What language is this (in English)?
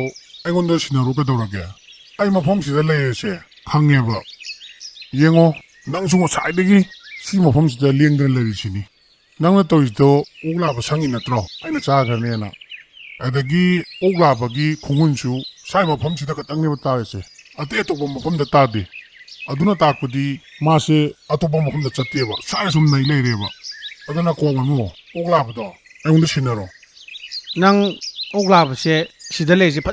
Manipuri